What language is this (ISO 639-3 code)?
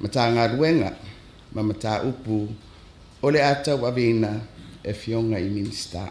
smo